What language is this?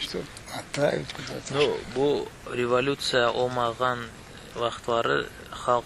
Crimean Tatar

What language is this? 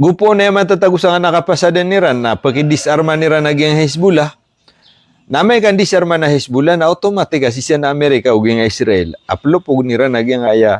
Maranao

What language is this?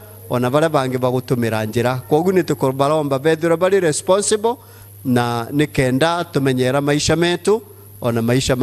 Meru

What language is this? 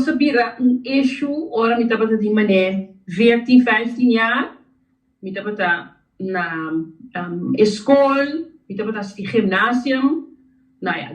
Papiamento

